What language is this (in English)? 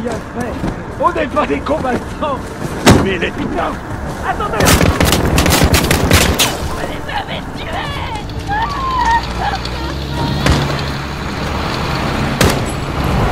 French